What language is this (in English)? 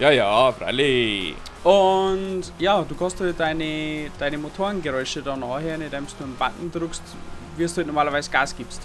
Bavarian